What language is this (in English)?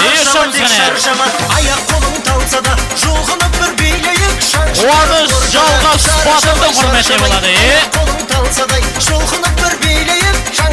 Kara-Kalpak